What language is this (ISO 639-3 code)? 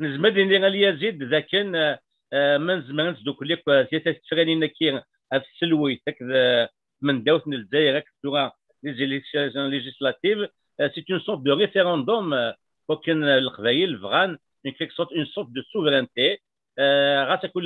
kab